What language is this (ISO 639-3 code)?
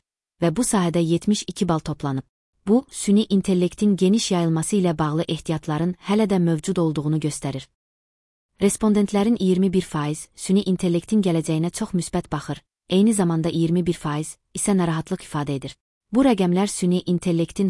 aze